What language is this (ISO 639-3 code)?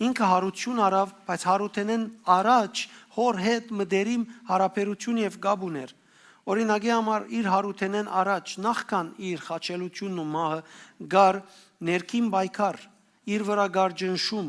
hyw